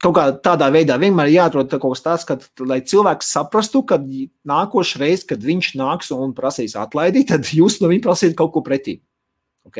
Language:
Latvian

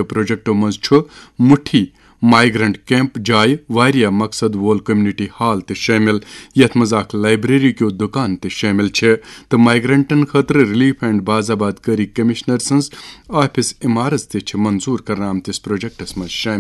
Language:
Kashmiri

